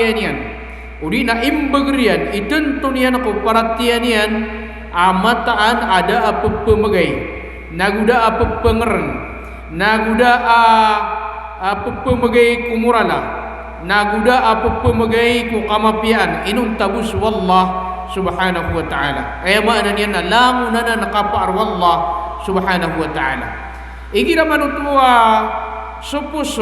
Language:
Maranao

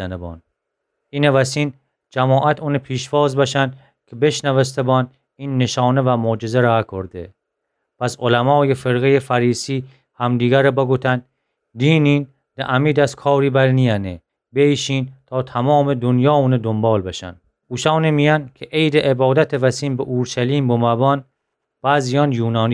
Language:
Gilaki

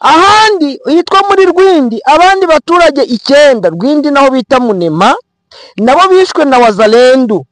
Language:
Kinyarwanda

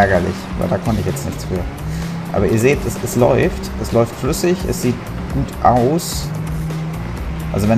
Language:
German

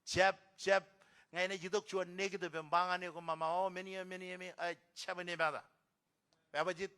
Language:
Marshallese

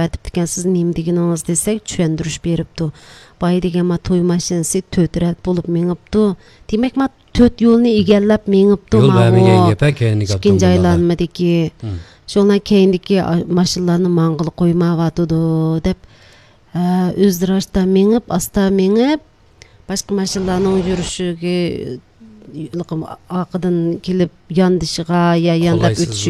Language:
Uyghur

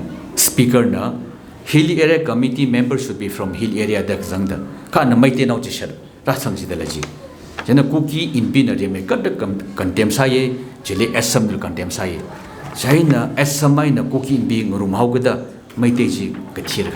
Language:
Tangkhul Naga (India)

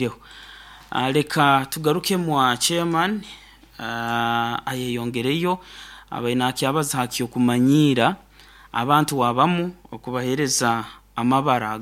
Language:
Nyoro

